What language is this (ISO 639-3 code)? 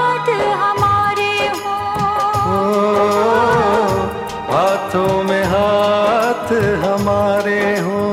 hin